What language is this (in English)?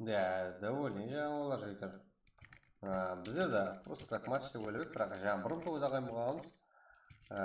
Kara-Kalpak